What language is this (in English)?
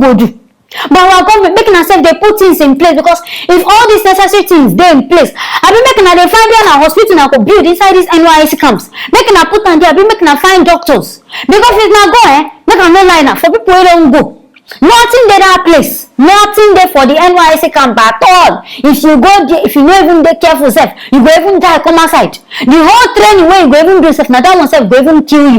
Nigerian Pidgin